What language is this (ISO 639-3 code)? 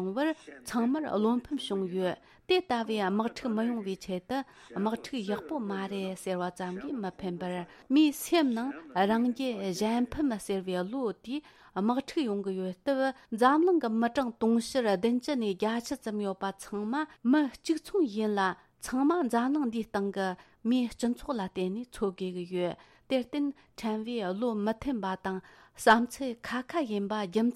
bod